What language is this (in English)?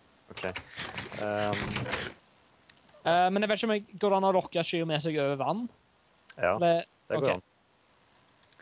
Norwegian